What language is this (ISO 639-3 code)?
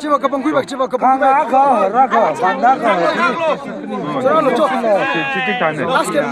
nmf